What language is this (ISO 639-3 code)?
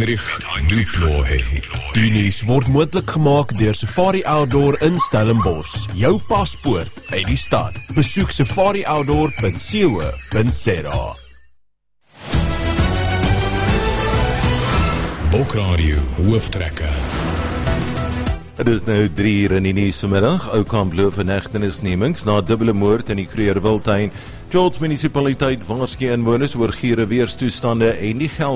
afr